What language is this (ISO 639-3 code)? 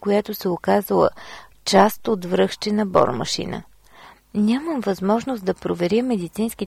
bul